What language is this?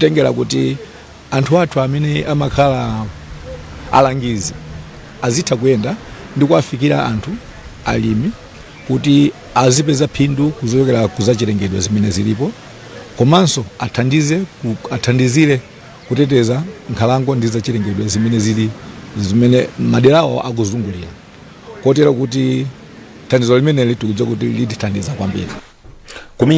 Nyanja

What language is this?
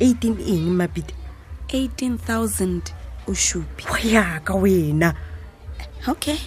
Tswana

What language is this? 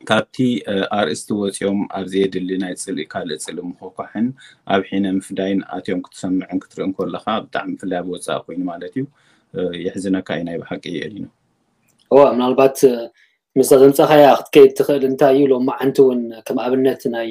Tigrinya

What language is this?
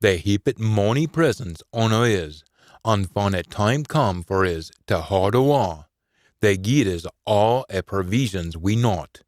Scots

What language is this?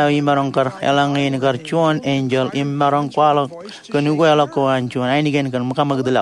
Marshallese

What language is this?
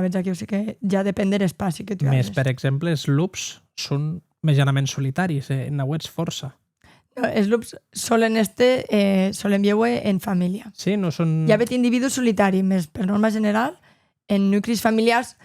Occitan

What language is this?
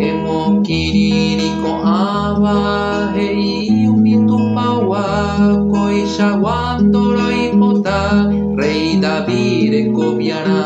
Guarani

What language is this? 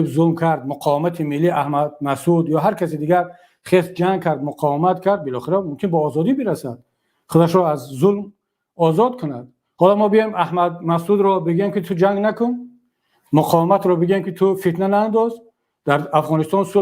Tajik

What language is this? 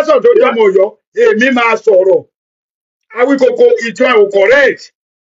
Yoruba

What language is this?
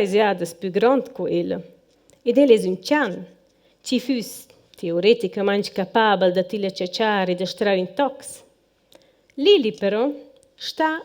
Romansh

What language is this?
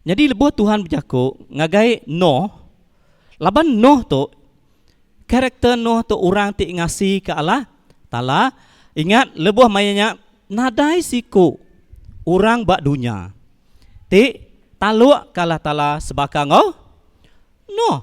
Iban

